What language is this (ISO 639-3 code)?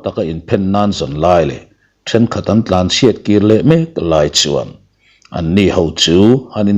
lus